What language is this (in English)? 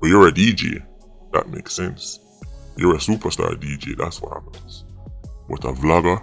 Jamaican Creole English